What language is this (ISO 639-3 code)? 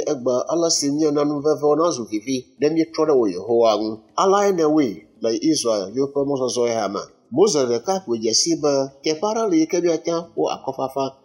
ewe